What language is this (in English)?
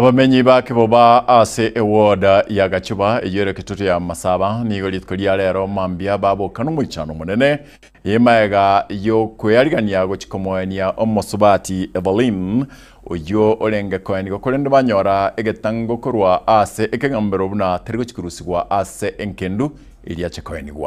Gusii